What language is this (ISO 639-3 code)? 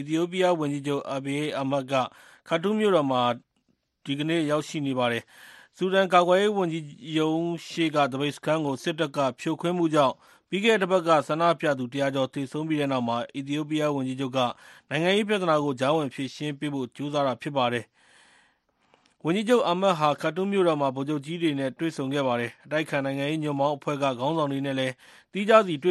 mya